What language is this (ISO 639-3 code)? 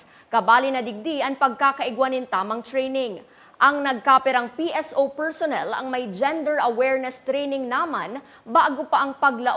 bik